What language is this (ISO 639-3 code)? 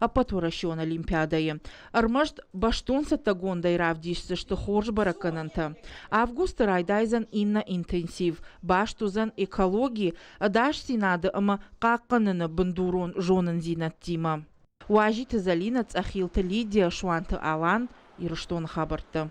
oss